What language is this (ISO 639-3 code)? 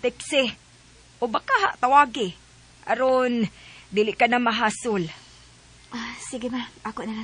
ceb